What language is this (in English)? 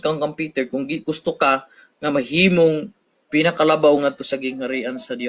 Cebuano